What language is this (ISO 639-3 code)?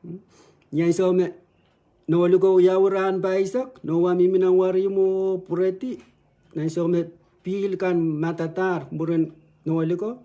pon